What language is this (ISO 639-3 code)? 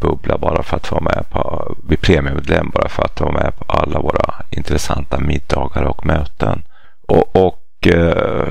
swe